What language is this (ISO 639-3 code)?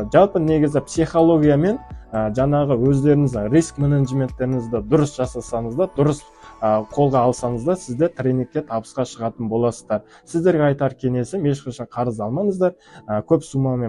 kaz